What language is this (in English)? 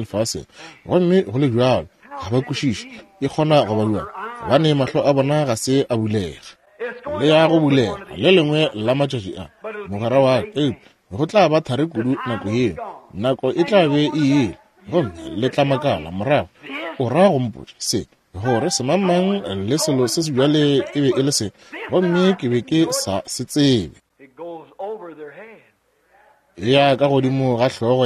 Northern Sotho